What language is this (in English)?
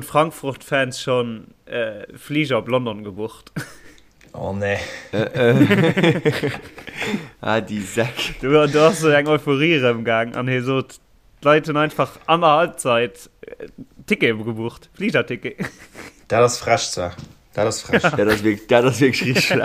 Luxembourgish